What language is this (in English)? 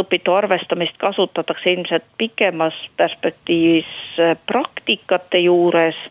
Estonian